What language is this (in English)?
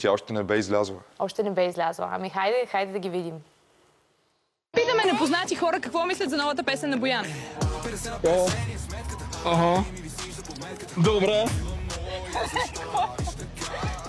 Bulgarian